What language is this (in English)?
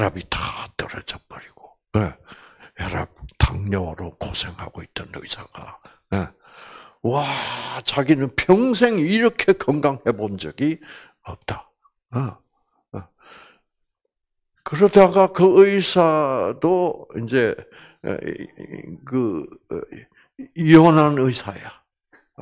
Korean